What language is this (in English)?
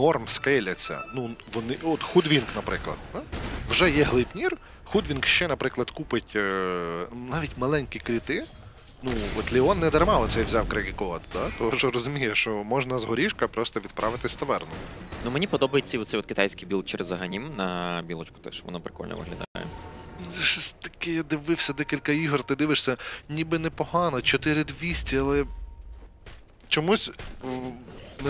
Ukrainian